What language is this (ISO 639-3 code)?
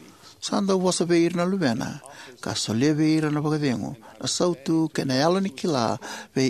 fij